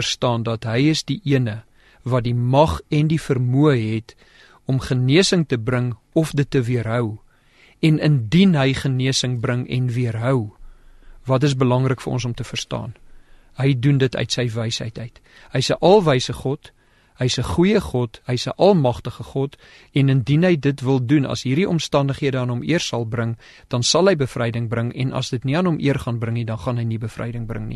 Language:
Afrikaans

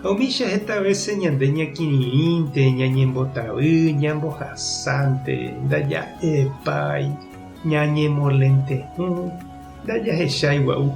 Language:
Guarani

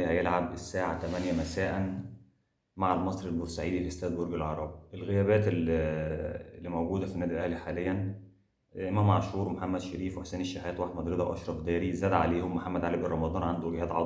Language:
Egyptian Arabic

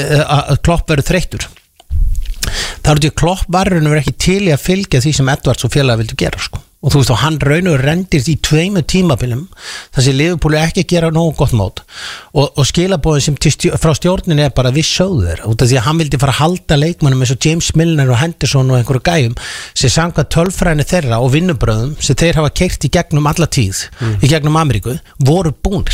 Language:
Icelandic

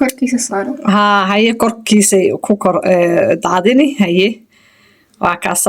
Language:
Somali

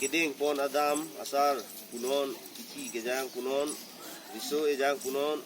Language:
Karbi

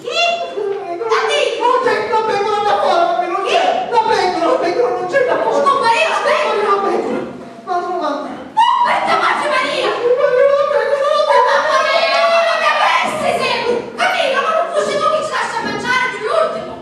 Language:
Sicilian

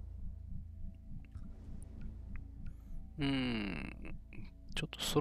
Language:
Japanese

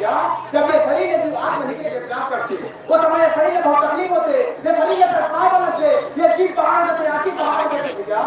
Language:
Chhattisgarhi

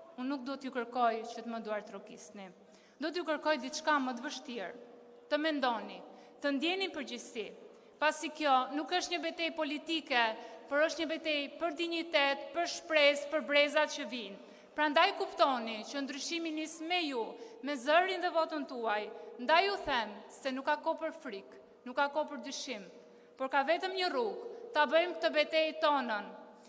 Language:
Albanian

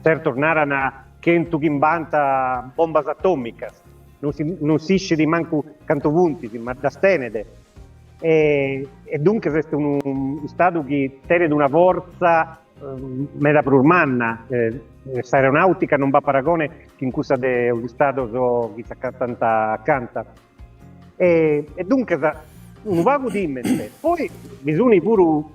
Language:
Sardinian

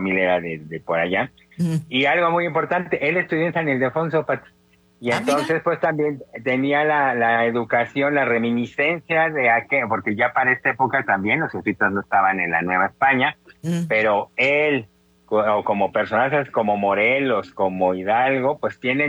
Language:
Spanish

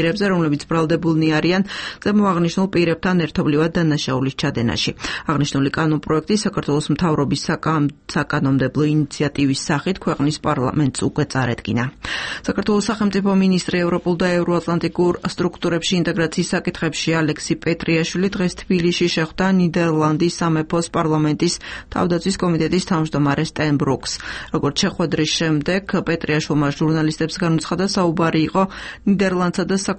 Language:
Georgian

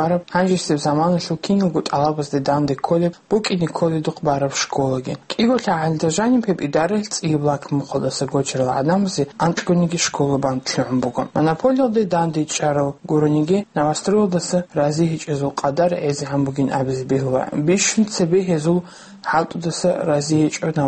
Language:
Avaric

